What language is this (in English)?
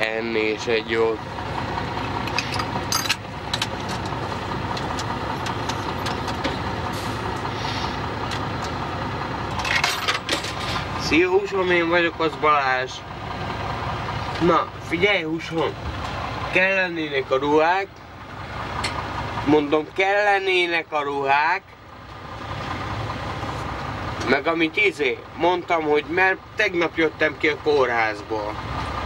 Hungarian